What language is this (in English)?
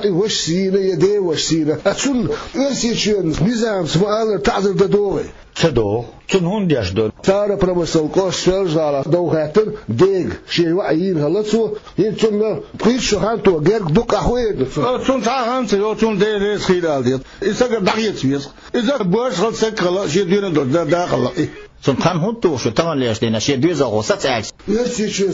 Chechen